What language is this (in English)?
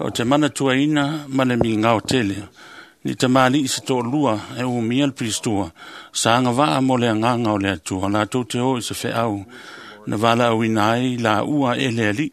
Samoan